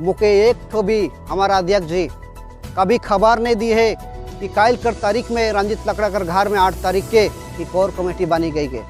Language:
Sadri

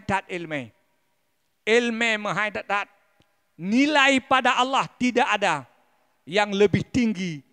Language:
Achinese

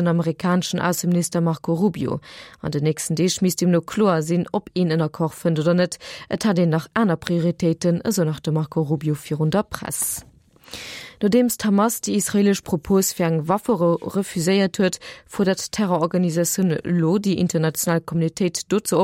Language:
Luxembourgish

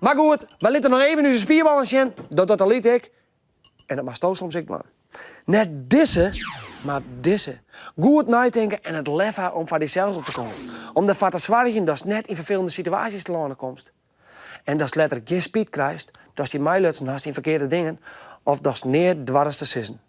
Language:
Western Frisian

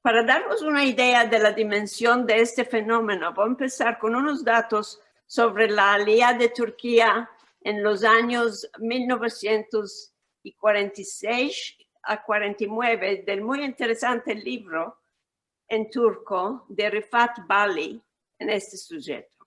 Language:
Ladino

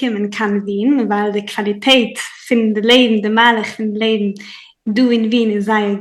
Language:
Yiddish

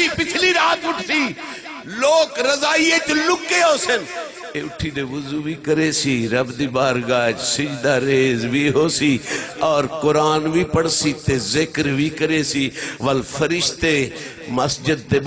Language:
Saraiki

